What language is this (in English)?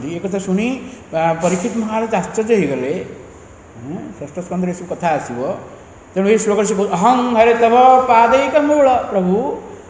Odia